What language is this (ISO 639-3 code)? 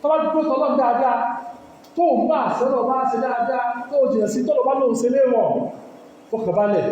yor